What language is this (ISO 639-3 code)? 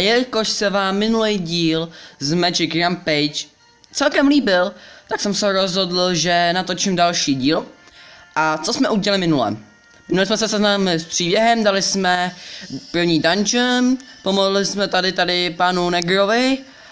ces